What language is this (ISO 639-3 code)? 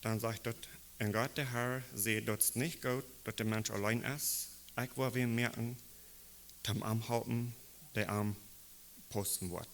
pdt